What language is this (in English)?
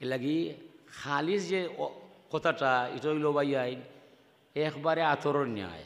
Sylheti